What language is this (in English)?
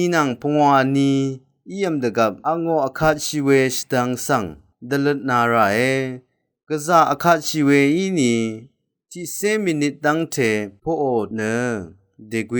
Rawang